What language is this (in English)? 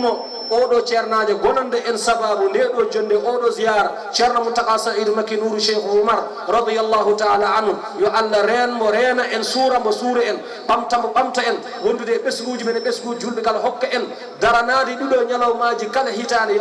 Fula